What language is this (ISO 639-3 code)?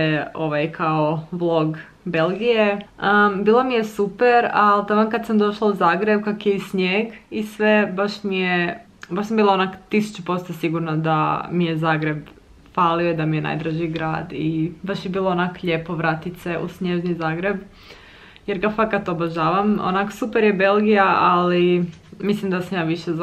hrv